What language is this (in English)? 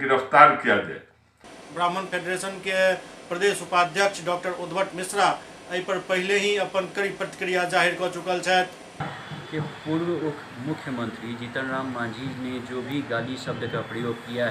Maithili